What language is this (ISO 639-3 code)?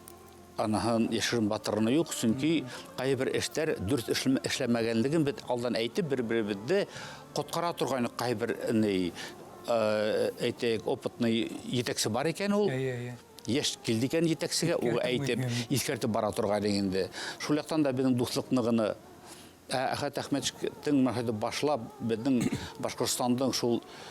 bak